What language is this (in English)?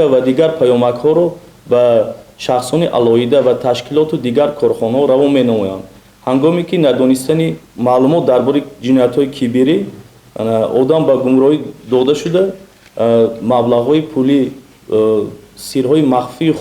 Tajik